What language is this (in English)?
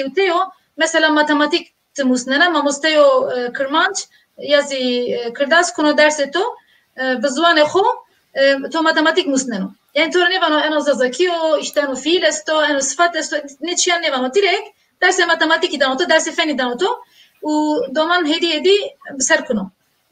Zaza